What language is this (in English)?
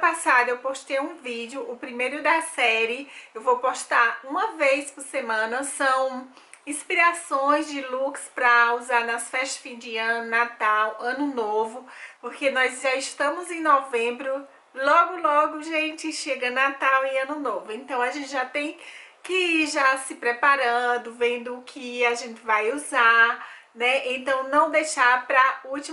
Portuguese